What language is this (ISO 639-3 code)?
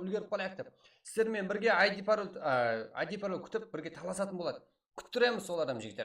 kaa